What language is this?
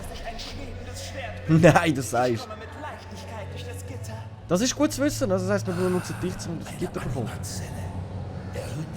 Swiss German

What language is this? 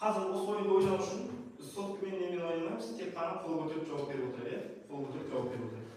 Kazakh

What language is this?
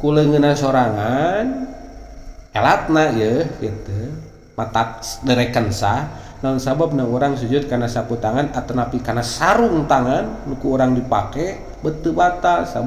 Sundanese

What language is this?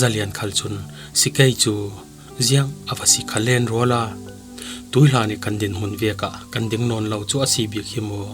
Falam Chin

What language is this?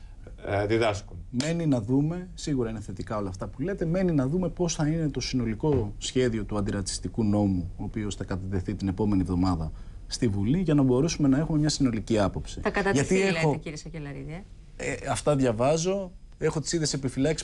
Greek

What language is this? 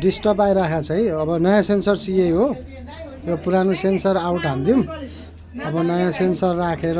Nepali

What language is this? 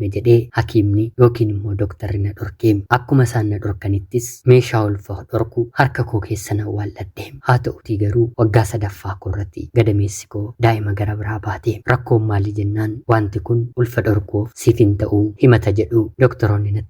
Oromo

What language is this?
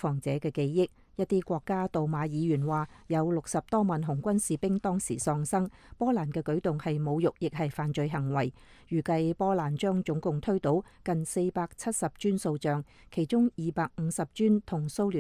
Cantonese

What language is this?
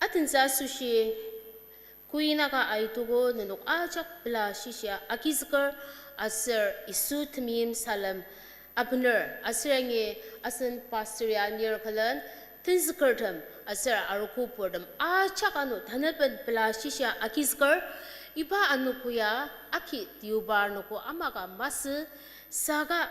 Ao Naga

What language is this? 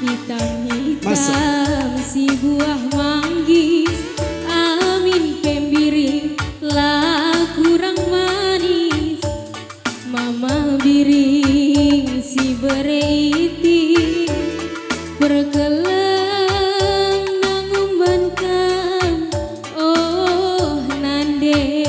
Batak Karo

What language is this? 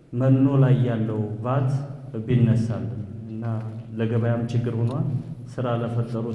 Amharic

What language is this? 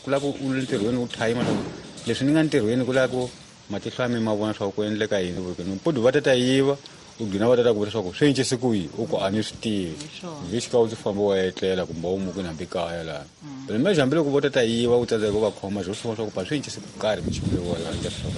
Tsonga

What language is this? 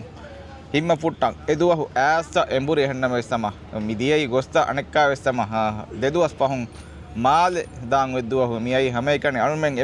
Divehi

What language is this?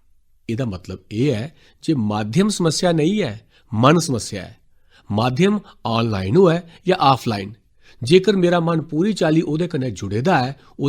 Dogri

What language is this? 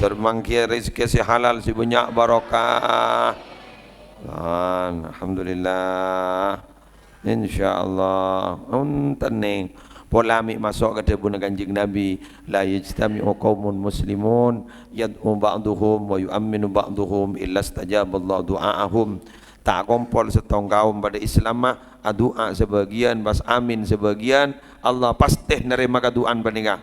Madurese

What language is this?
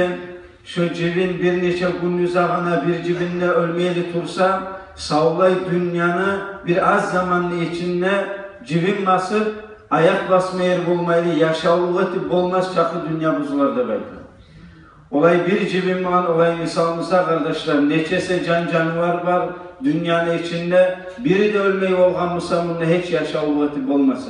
Kumyk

